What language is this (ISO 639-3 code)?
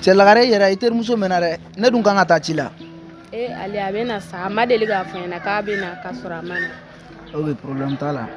bam